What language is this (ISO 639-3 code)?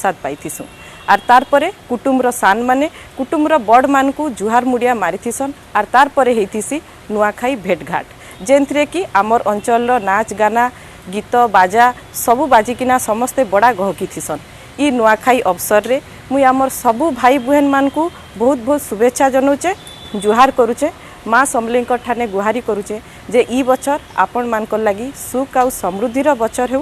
spv